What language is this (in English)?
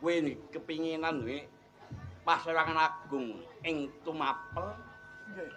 Javanese